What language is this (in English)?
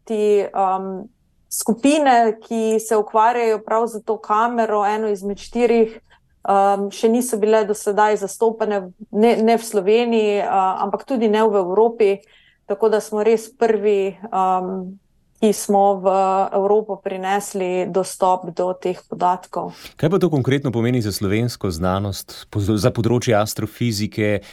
Slovenian